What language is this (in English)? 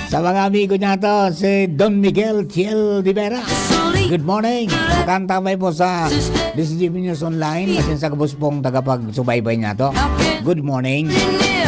Bikol